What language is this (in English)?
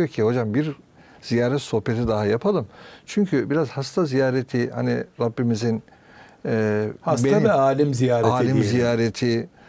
Turkish